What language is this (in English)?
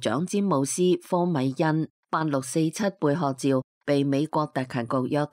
Cantonese